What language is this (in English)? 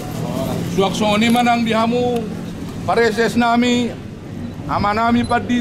Batak Toba